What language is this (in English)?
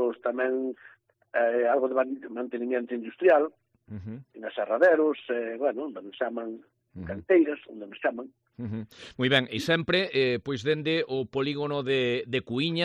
Galician